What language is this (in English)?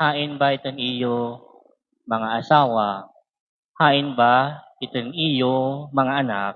Waray